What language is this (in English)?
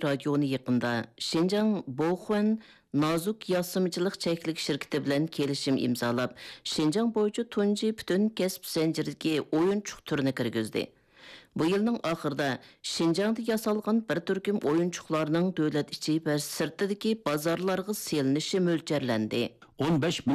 Uyghur